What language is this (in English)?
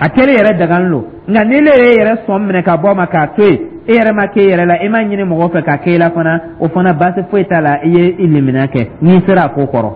Dyula